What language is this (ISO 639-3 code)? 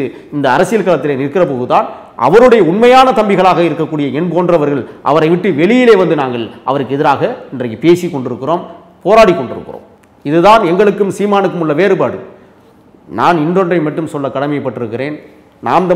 tam